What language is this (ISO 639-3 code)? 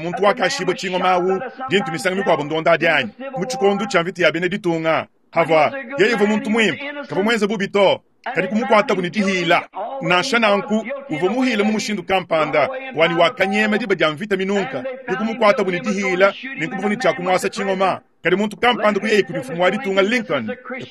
lua